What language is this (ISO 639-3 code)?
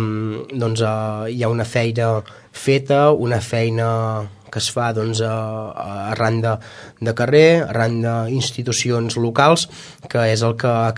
cat